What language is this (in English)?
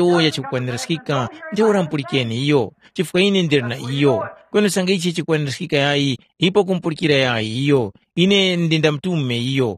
Tumbuka